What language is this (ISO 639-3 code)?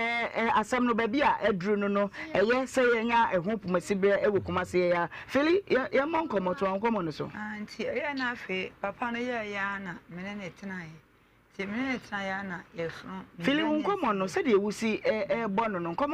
aka